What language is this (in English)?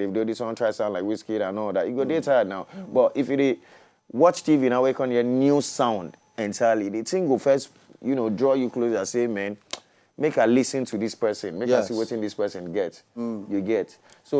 Nigerian Pidgin